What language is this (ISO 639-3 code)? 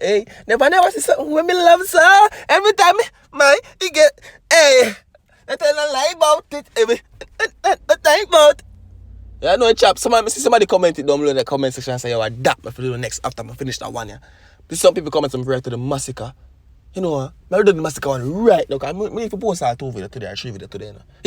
jam